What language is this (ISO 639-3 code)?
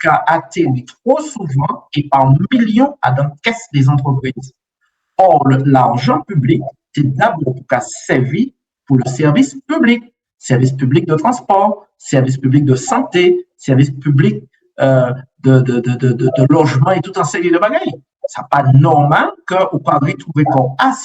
gcf